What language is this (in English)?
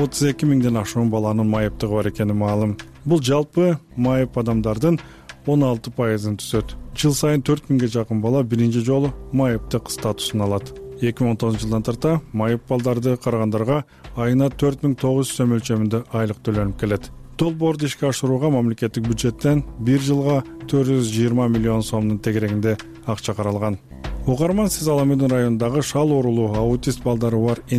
Kyrgyz